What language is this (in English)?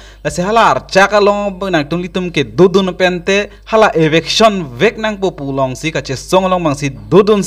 Karbi